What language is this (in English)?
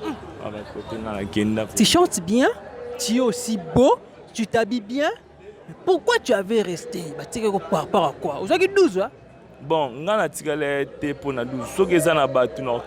Lingala